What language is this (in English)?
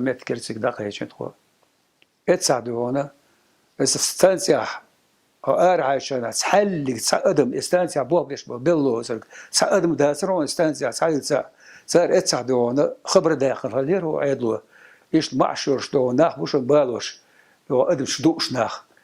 Chechen